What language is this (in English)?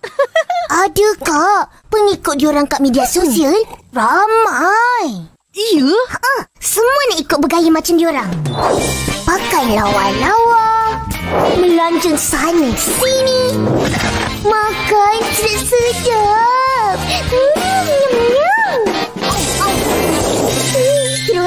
Malay